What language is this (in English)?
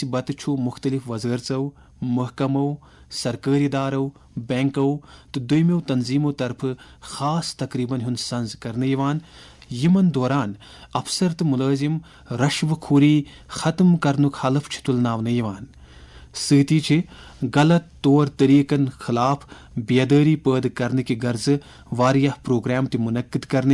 Kashmiri